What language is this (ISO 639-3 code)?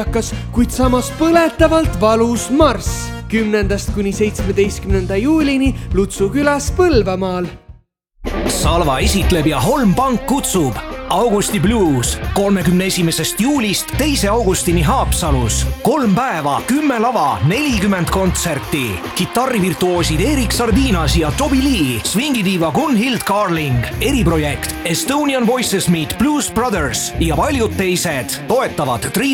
est